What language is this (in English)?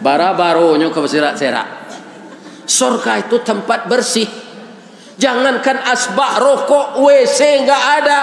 Minangkabau